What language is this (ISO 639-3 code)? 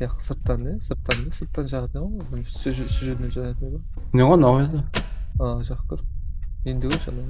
kaa